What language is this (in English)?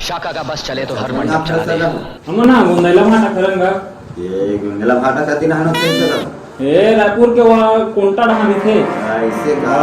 Chhattisgarhi